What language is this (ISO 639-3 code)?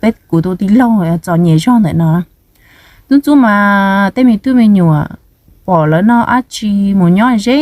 hmn